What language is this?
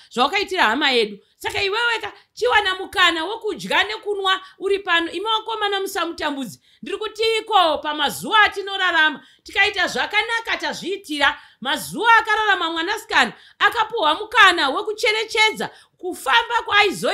Shona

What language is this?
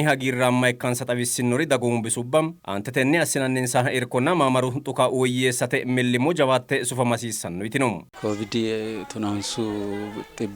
Sidamo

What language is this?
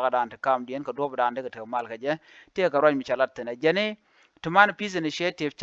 Nuer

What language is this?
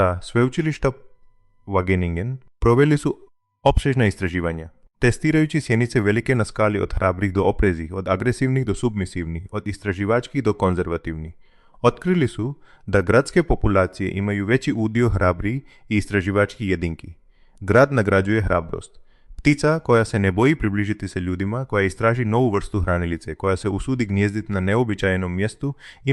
Croatian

